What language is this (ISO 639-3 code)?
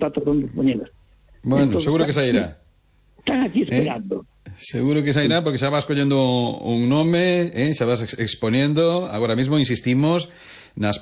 glg